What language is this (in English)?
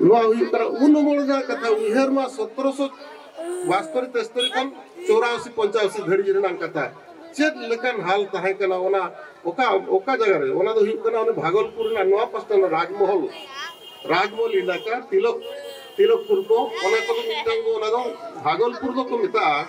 Santali